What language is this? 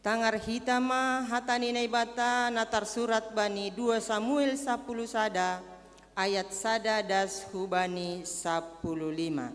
Batak Simalungun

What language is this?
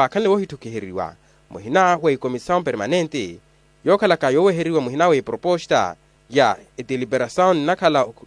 Makhuwa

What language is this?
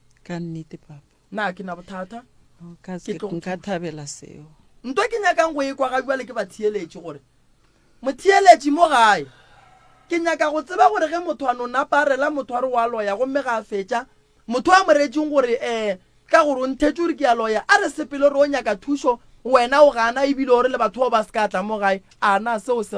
Northern Sotho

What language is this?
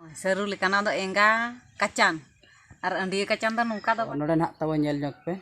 Santali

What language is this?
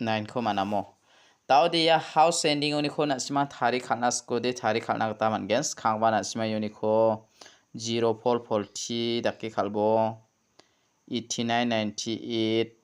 Garo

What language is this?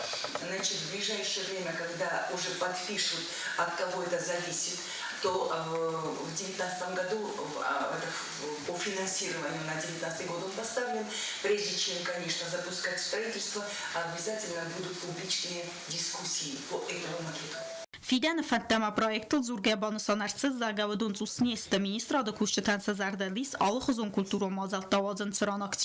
Ossetic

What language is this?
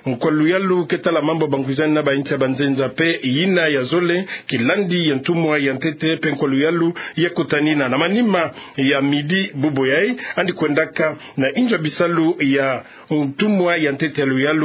Kituba (Democratic Republic of Congo)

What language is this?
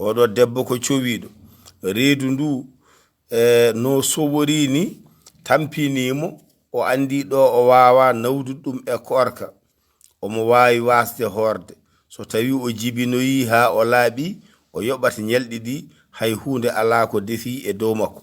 Fula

